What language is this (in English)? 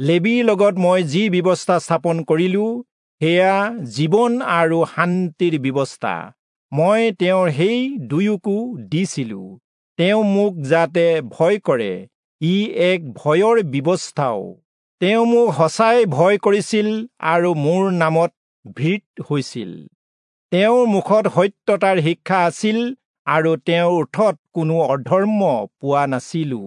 Assamese